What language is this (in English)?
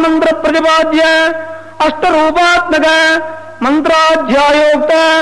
Sanskrit